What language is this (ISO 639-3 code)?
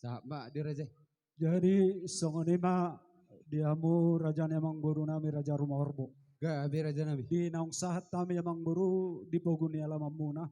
bbc